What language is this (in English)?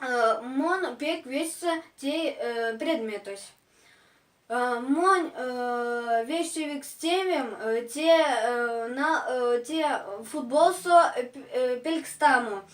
Erzya